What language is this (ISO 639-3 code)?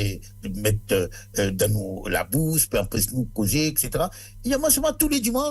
mfe